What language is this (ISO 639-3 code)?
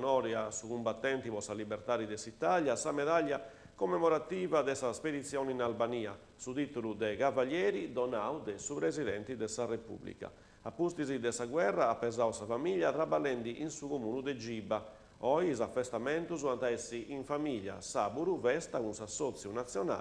srd